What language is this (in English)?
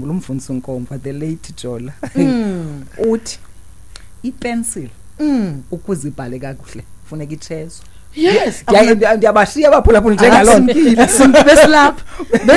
Xhosa